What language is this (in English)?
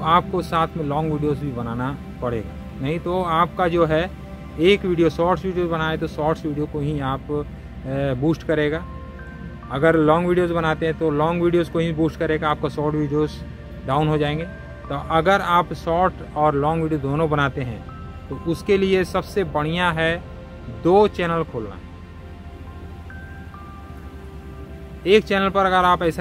Hindi